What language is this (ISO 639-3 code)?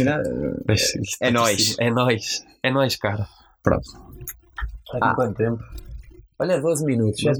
por